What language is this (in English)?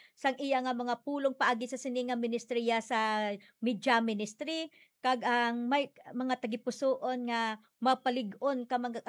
Hiligaynon